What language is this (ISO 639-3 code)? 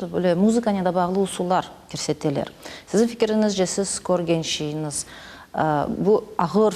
crh